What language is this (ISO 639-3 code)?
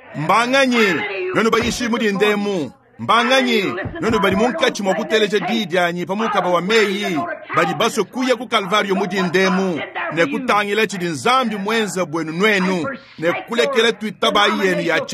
lua